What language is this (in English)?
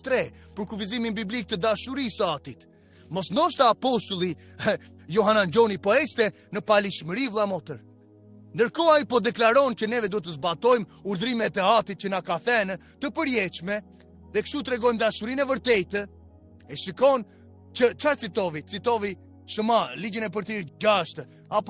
Albanian